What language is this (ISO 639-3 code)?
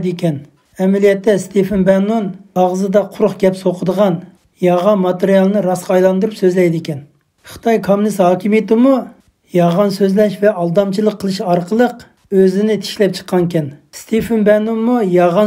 uig